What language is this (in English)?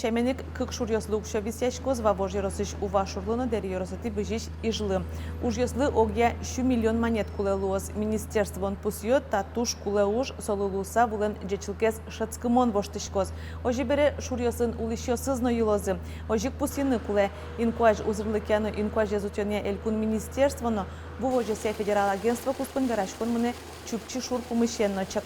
Udmurt